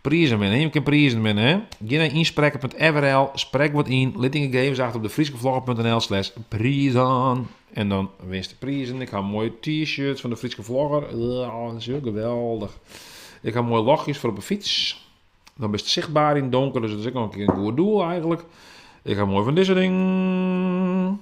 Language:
Western Frisian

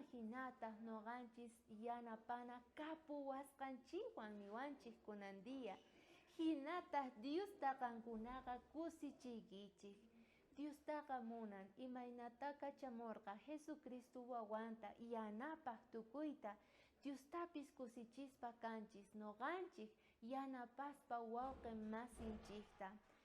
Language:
South Bolivian Quechua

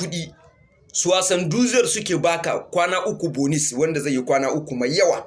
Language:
Hausa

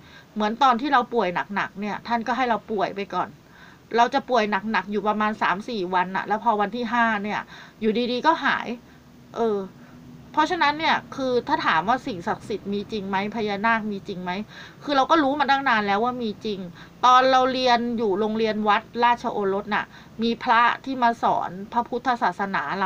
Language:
Thai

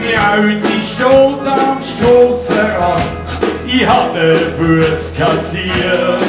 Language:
Swiss German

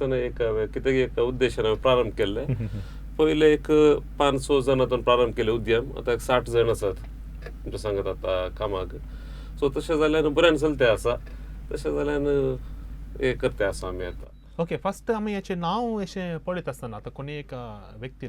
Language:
Konkani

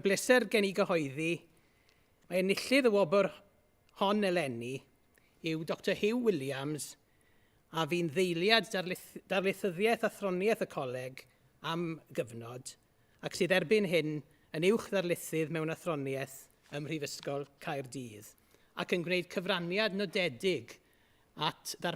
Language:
Welsh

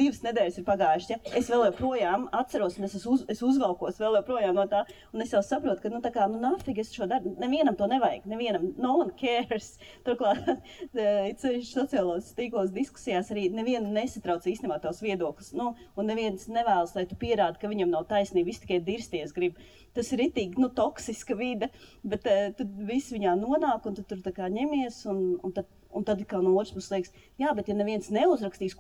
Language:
Latvian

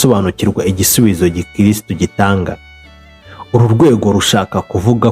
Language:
Kinyarwanda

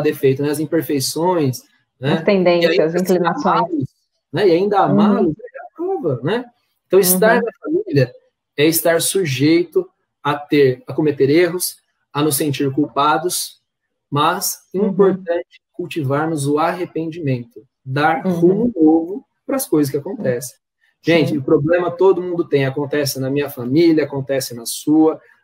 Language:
Portuguese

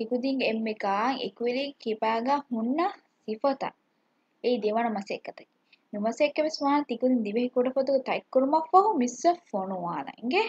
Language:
Divehi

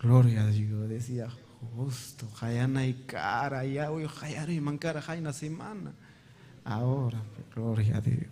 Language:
Ayacucho Quechua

